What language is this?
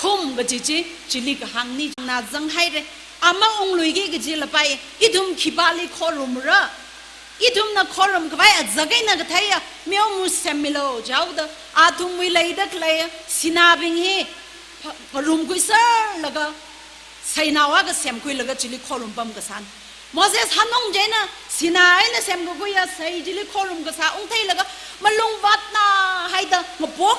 Tangkhul Naga (India)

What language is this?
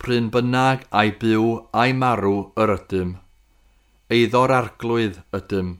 Welsh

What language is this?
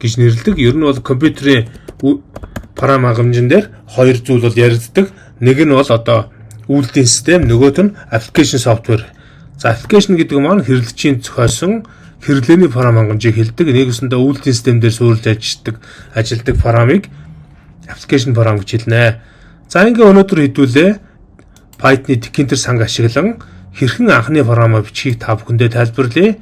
Mongolian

